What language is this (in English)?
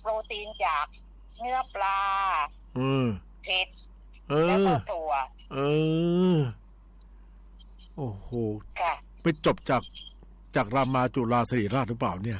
Thai